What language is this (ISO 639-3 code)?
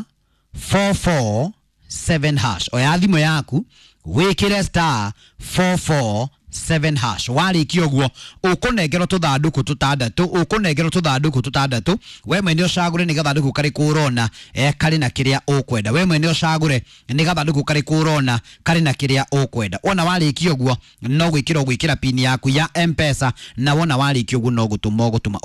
kik